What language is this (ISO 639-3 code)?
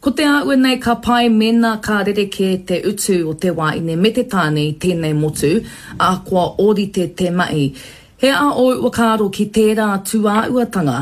mri